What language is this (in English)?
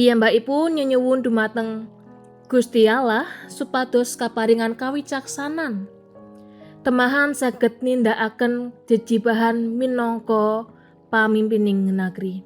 Javanese